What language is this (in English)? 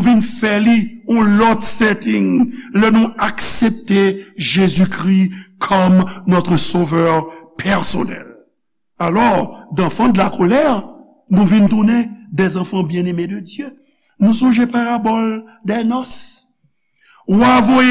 Haitian Creole